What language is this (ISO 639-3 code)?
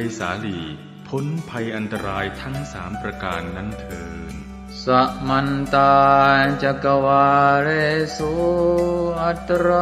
pli